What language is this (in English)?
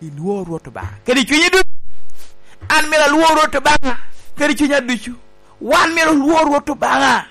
Lango (Uganda)